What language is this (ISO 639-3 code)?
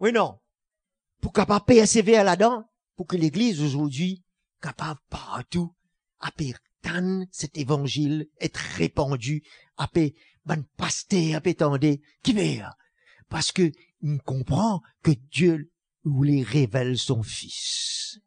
mfe